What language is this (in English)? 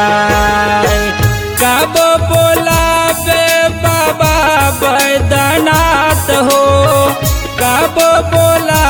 Bhojpuri